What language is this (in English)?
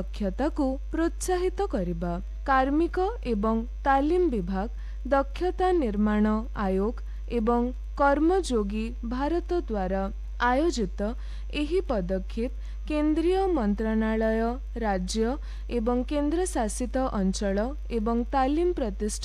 Odia